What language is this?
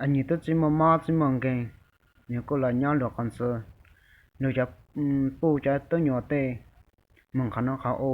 Hmong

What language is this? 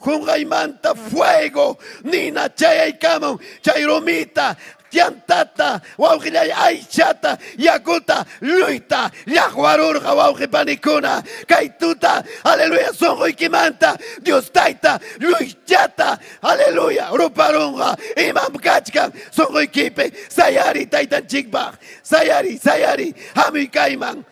Ayacucho Quechua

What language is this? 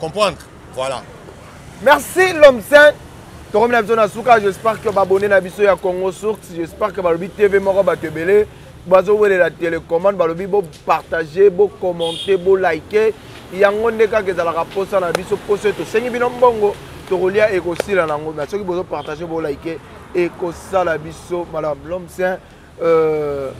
Lingala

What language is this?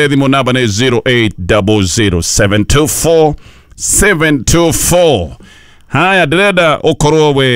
Kikuyu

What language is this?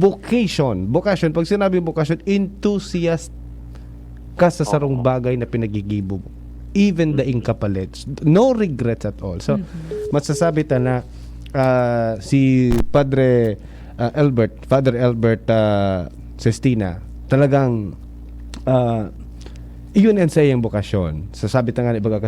Bikol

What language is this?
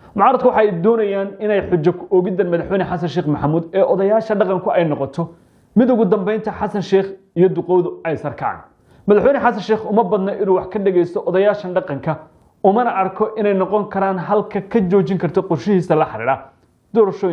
Somali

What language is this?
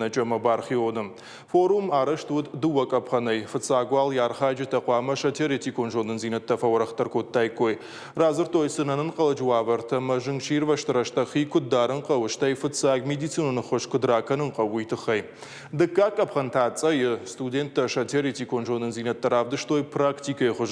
Ossetic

